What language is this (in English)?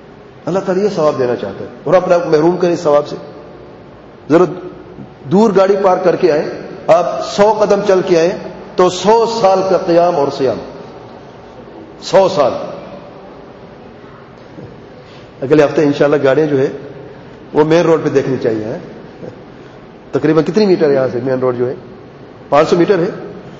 Urdu